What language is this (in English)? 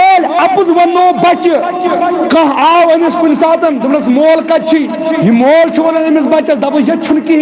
Kashmiri